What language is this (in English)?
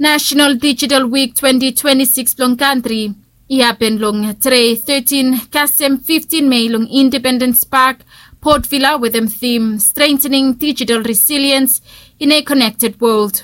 Bislama